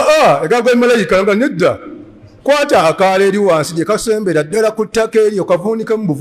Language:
Ganda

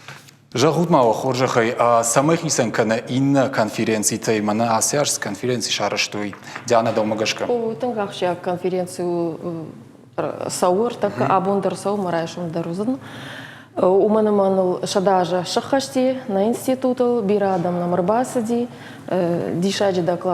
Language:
Ossetic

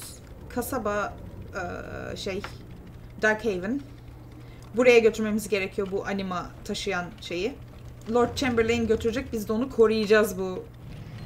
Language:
Turkish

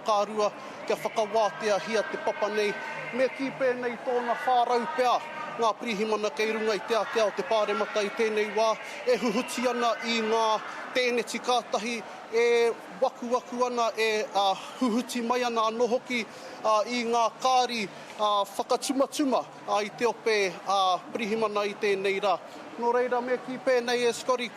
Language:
Māori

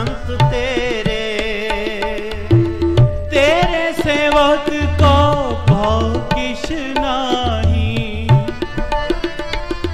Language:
Punjabi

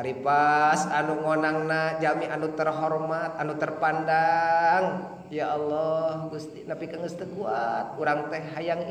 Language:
Sundanese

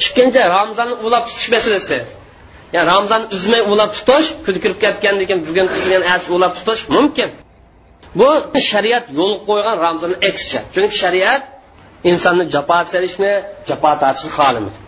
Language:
Uyghur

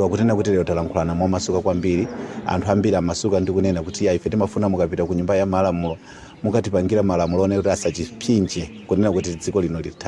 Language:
Nyanja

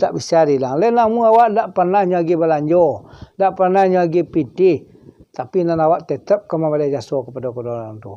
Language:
Minangkabau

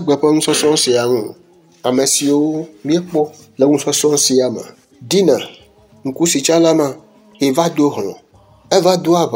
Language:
Ewe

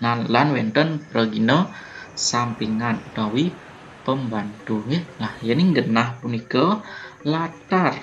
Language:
Balinese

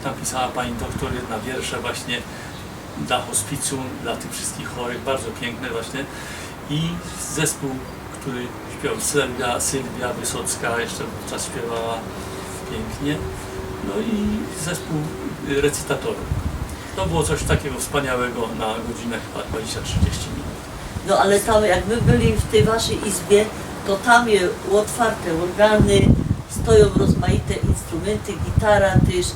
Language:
Silesian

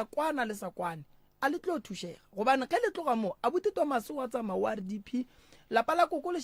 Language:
Northern Sotho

